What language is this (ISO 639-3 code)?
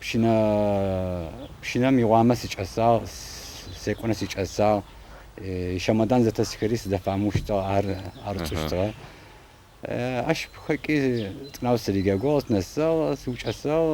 ady